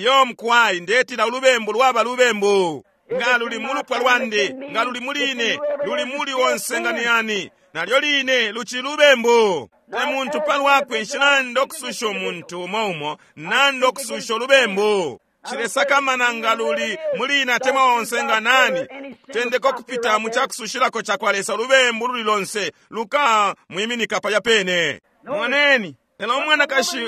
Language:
Bemba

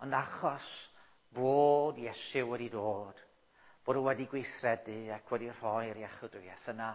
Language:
Welsh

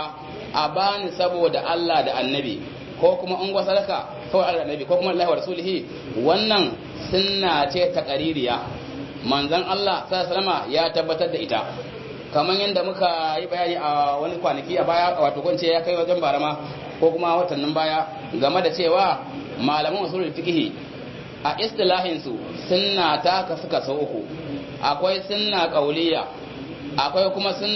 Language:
Hausa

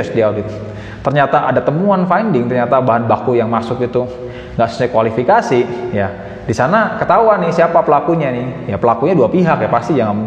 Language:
Indonesian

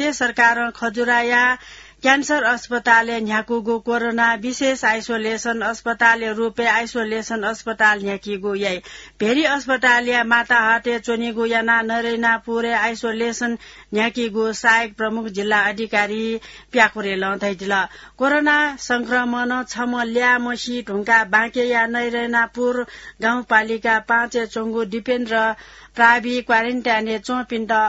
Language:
Newari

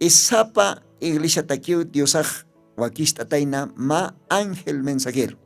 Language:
Aymara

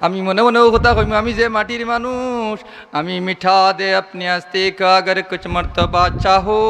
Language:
Sylheti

